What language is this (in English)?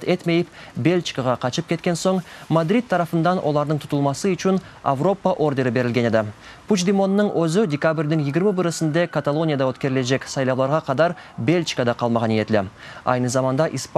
Crimean Tatar